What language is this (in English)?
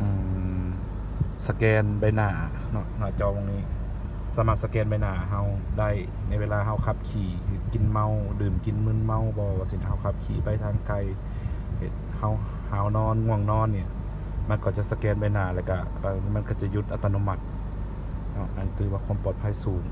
Lao